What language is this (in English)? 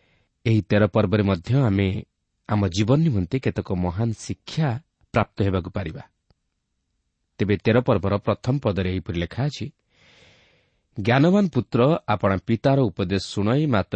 Odia